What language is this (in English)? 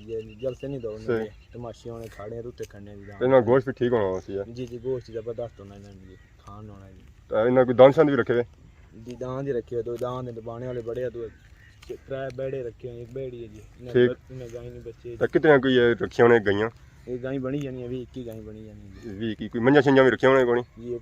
Pahari-Potwari